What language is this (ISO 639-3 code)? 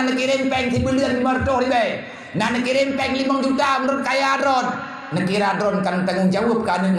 ace